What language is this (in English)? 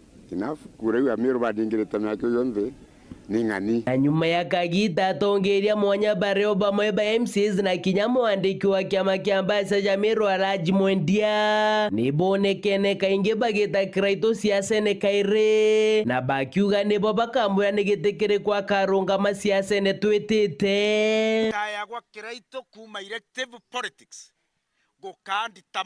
Meru